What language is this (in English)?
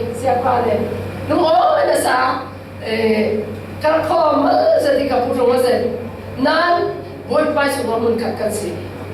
Falam Chin